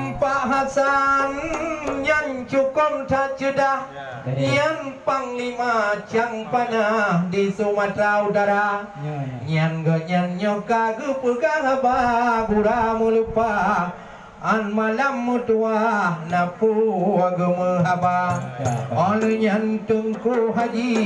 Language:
Achinese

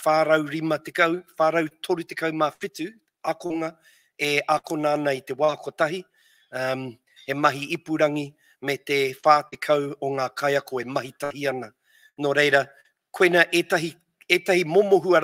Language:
Māori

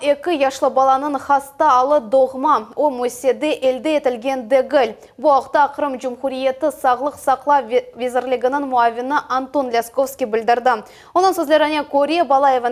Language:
Crimean Tatar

